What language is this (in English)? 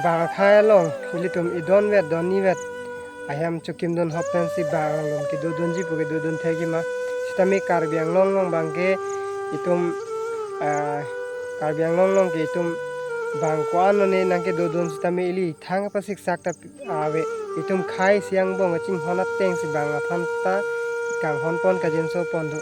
Karbi